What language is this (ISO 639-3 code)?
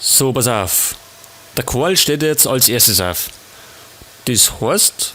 bar